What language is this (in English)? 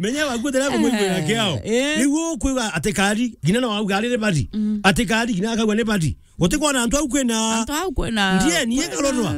Meru